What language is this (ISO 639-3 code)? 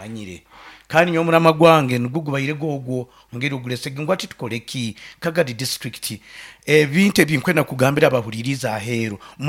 nyo